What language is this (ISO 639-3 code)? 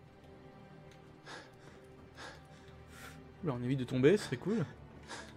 fra